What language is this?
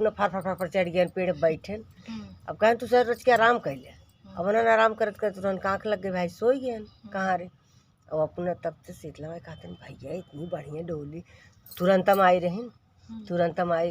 Awadhi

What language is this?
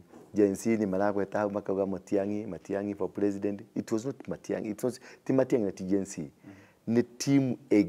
Kikuyu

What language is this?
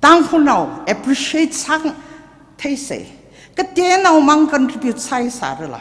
Tangkhul Naga (India)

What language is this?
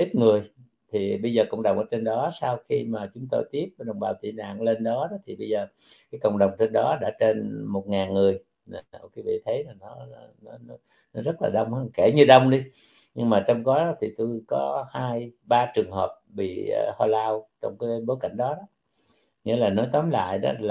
Vietnamese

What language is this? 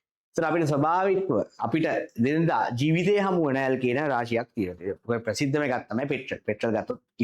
Sinhala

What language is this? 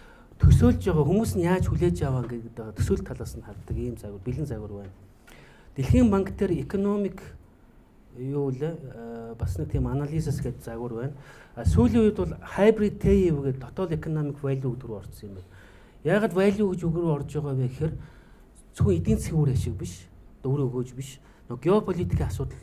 Mongolian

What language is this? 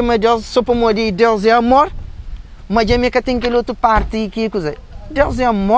Kabuverdianu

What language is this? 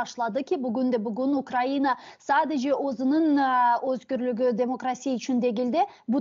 Crimean Tatar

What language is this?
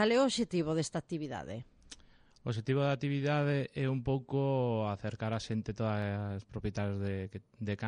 Galician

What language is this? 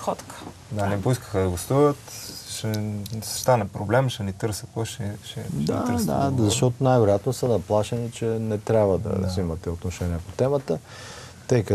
Bulgarian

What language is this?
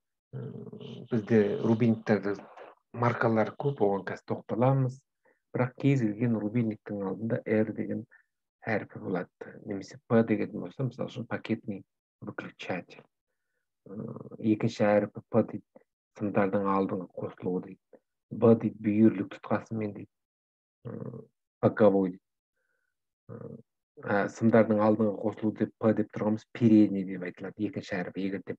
Kazakh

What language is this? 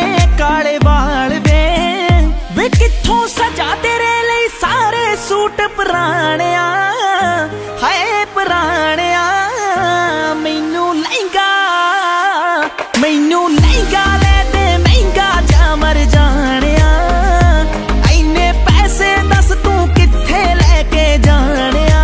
Punjabi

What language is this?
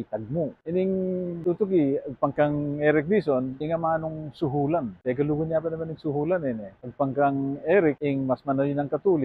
Pampanga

